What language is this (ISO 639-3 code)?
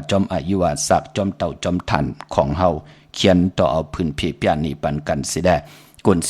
shn